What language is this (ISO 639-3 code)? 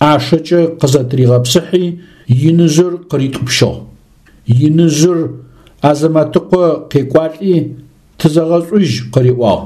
ady